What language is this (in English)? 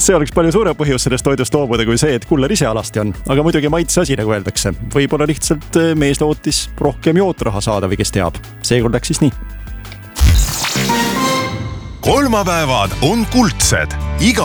Estonian